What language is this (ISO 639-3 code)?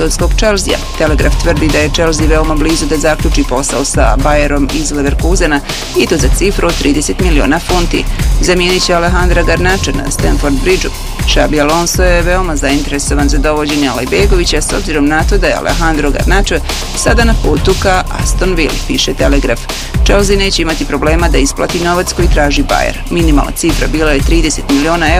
bos